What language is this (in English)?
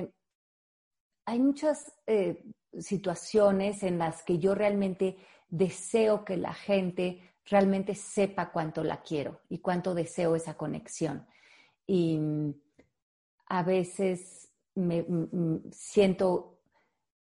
Spanish